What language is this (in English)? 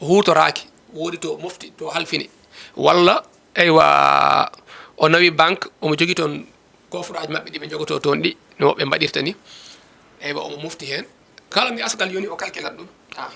Fula